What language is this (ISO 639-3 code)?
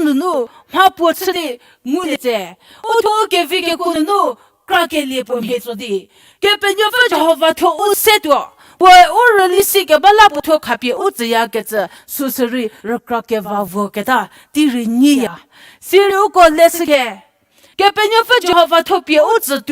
njm